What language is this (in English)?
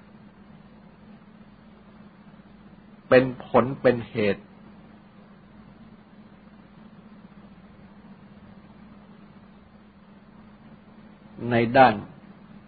Thai